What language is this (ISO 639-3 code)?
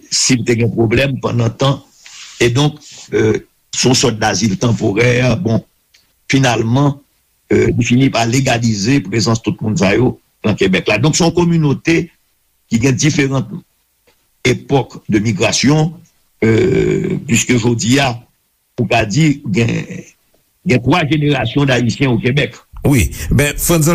hat